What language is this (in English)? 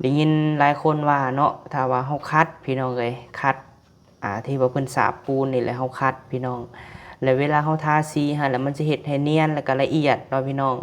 Lao